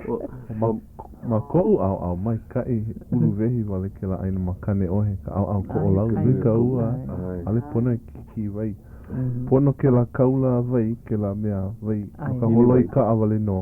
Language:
Hawaiian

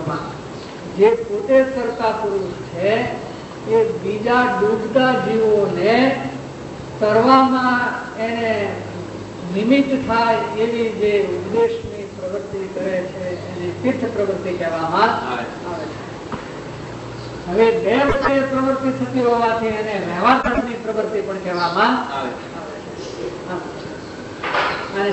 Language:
Gujarati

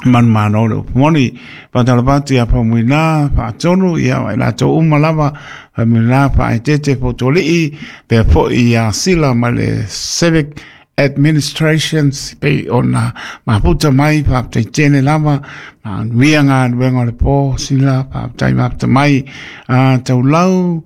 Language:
Samoan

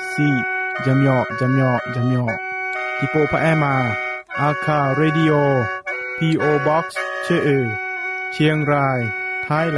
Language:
Akha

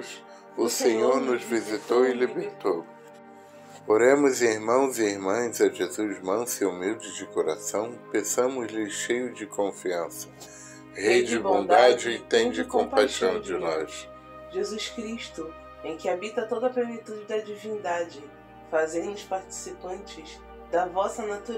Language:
Portuguese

